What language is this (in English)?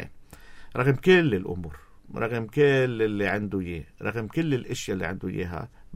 North Levantine Arabic